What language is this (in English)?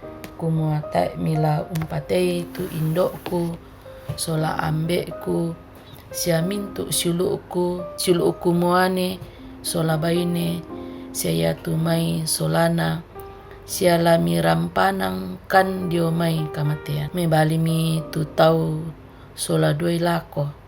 Toraja-Sa'dan